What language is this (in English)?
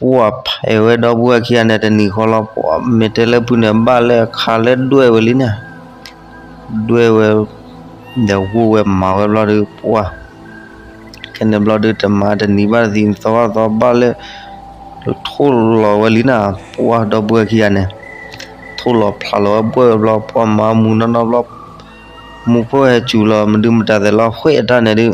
S'gaw Karen